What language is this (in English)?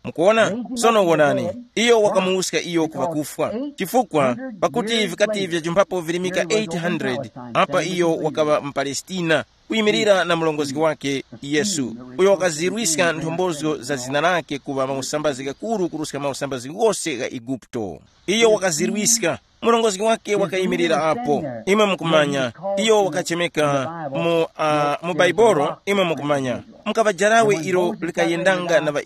Tumbuka